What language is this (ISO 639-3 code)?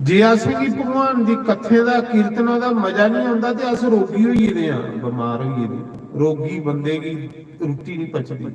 doi